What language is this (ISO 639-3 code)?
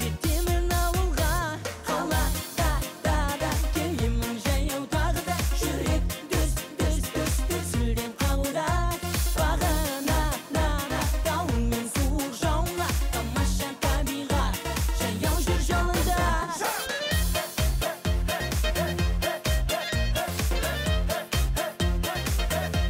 kaz